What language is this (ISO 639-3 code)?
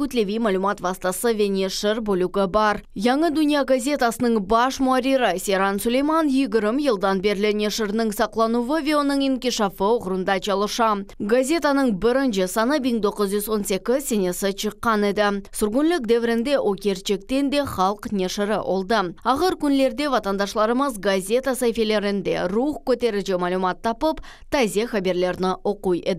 crh